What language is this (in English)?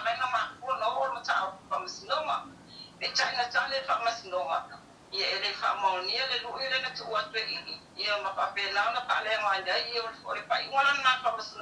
Samoan